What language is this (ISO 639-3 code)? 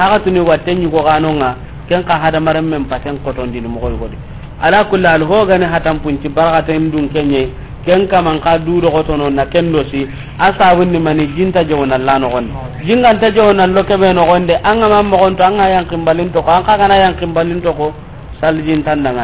snk